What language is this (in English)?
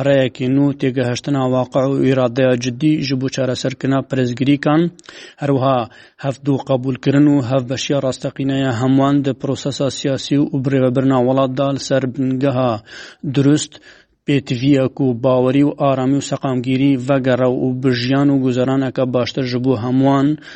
Kurdish